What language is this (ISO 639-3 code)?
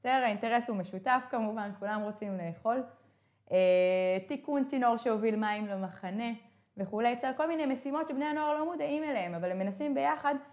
heb